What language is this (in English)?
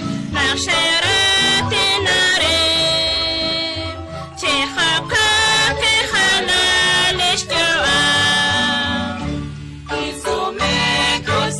Kekchí